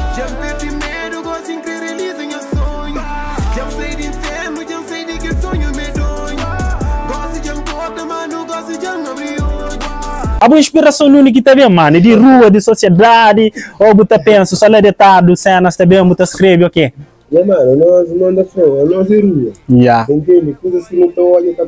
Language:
Kabuverdianu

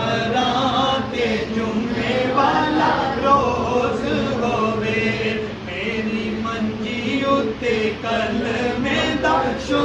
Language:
Pahari-Potwari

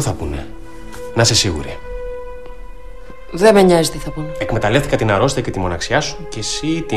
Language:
Greek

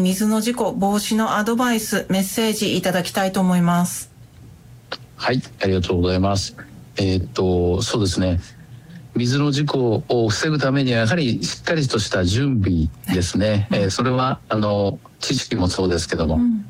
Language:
Japanese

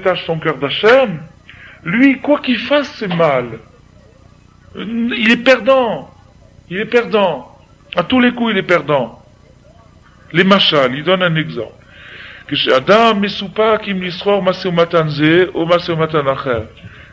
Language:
French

